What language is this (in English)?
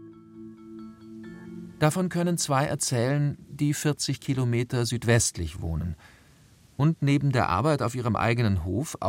German